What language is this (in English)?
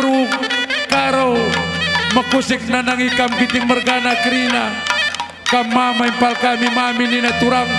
Batak Karo